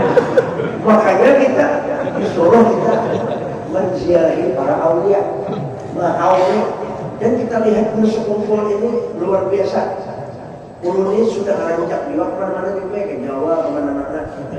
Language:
Banjar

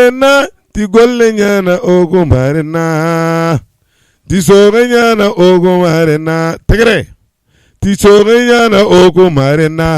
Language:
Bambara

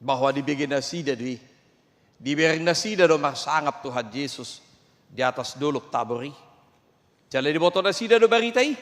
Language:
Batak Toba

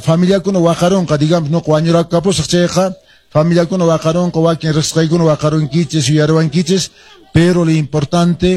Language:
Quechua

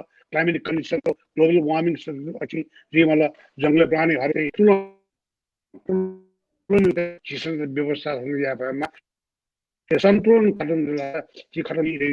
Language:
Newari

